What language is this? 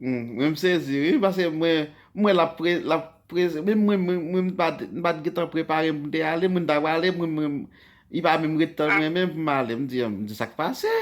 Haitian Creole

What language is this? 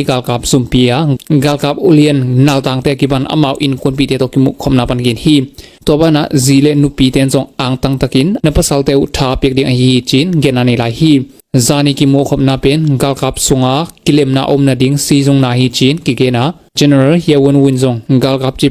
Tedim Chin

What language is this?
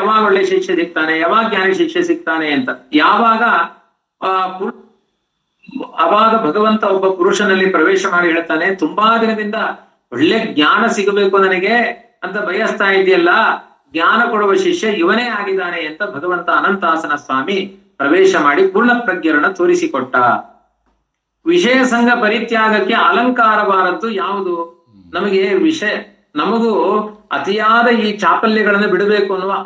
Kannada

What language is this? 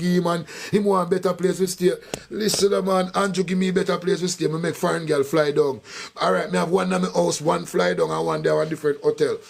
Jamaican Creole English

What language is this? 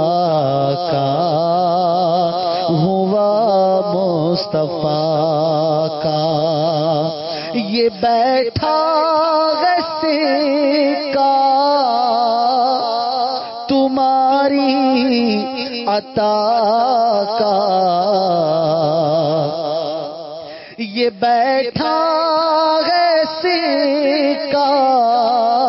Urdu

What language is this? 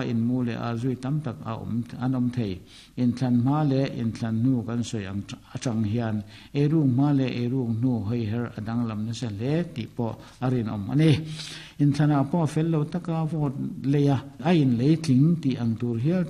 Mizo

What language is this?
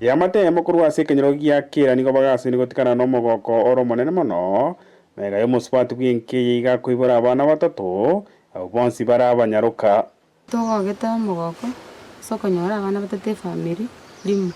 Gusii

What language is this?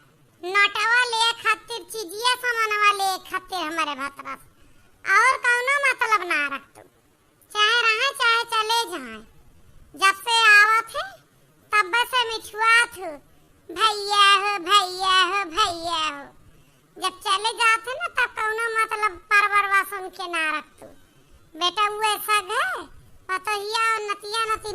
Awadhi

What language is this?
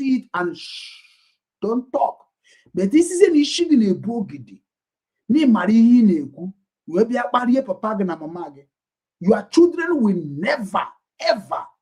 Igbo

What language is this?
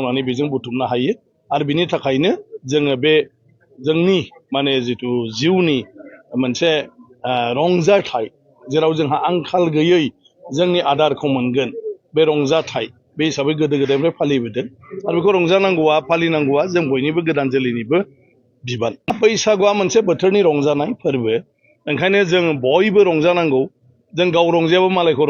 Bodo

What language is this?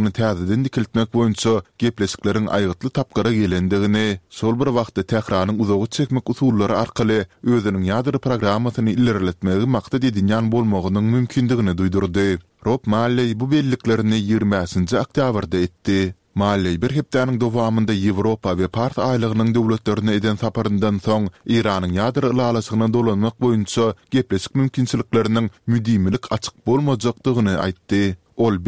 Turkmen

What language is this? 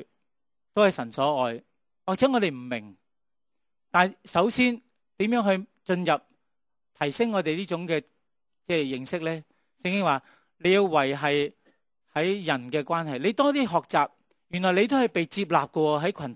Cantonese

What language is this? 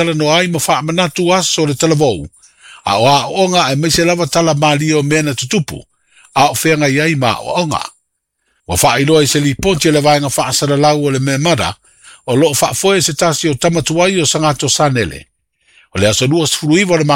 Samoan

